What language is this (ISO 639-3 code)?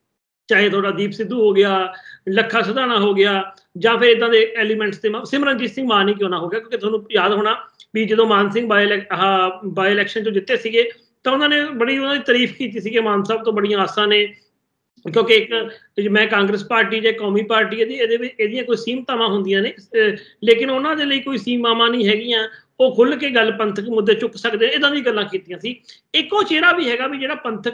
pan